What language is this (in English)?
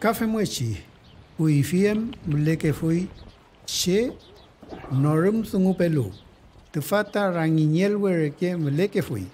Mapuche